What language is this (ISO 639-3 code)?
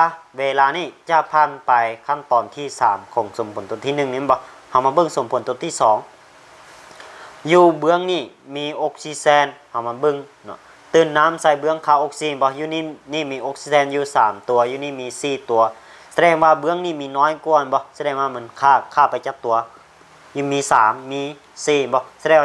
lao